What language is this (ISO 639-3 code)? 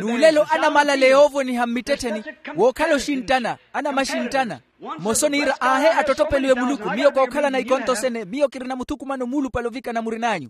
vmw